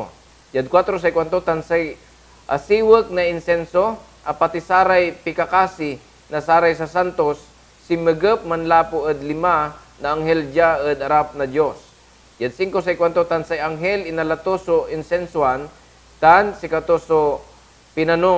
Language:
Pangasinan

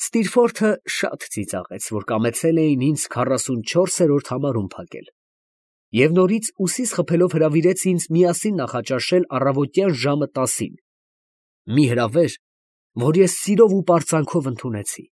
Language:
Armenian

